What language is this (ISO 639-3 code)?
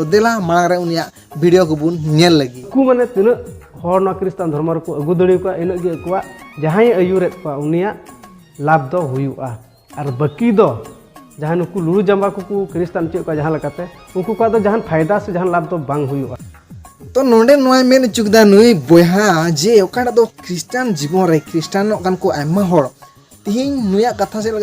sat